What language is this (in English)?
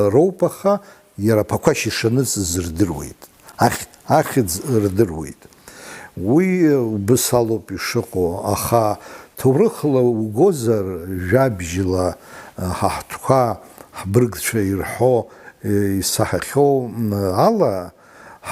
Abkhazian